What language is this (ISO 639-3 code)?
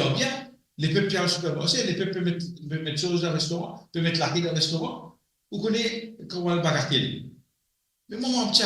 mfe